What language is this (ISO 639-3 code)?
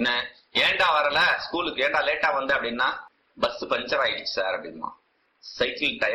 tam